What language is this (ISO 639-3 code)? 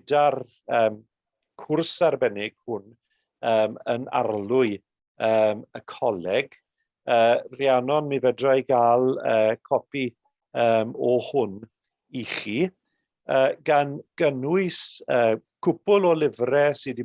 cym